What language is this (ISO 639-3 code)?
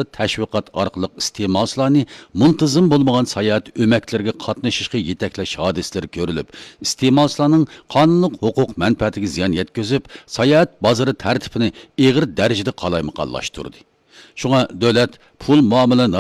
uig